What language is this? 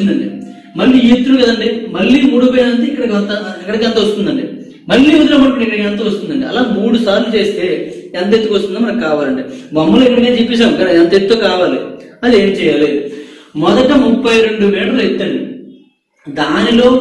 Telugu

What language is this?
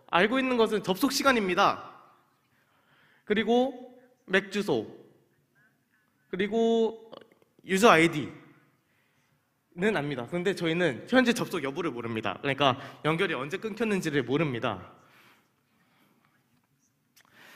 Korean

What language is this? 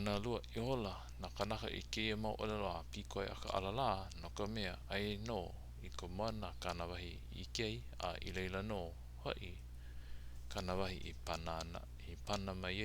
Hawaiian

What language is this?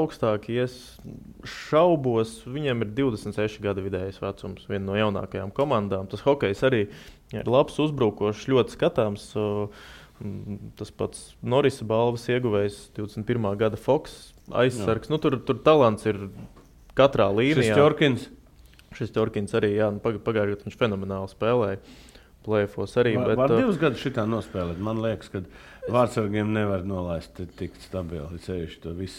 Latvian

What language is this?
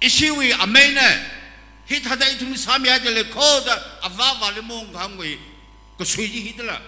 Tangkhul Naga (India)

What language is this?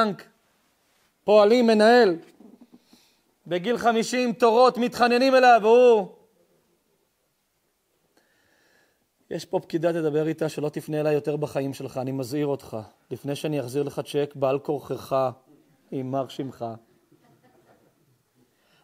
Hebrew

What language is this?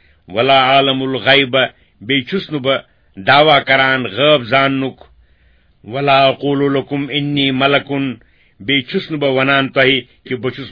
Kashmiri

